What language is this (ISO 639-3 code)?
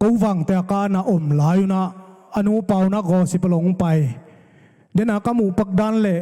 ctd